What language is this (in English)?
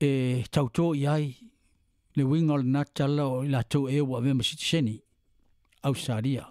Samoan